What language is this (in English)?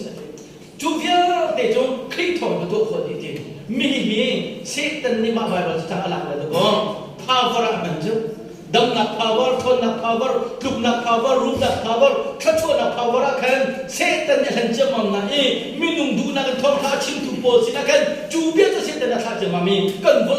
Hakha Chin